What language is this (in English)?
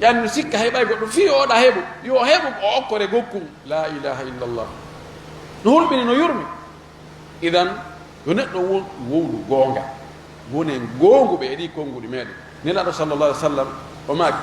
Fula